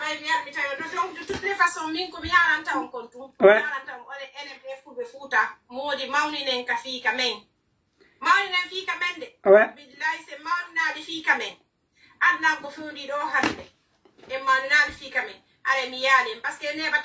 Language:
Pular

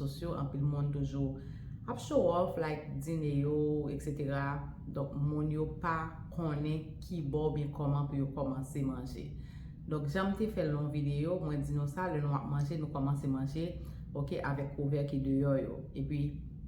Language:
Haitian Creole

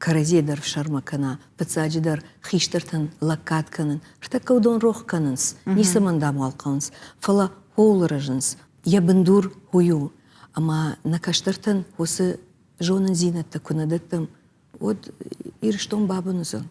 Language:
Ossetic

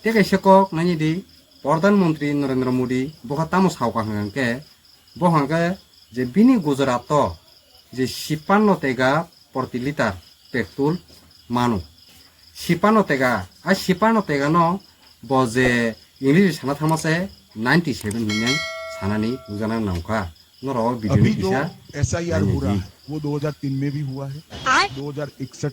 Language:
Kok Borok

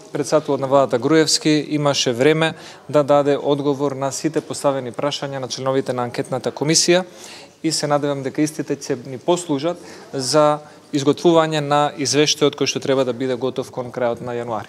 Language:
Macedonian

